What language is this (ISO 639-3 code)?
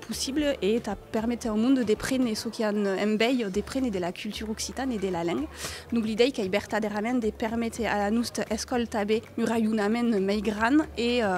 oci